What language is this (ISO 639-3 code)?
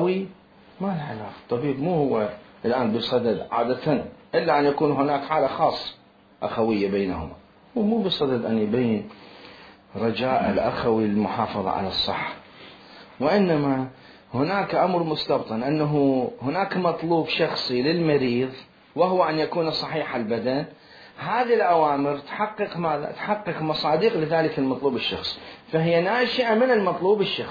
acm